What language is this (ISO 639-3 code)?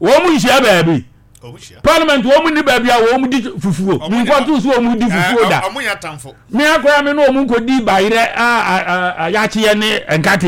aka